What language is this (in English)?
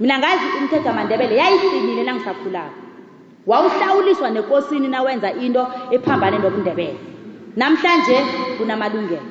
South Ndebele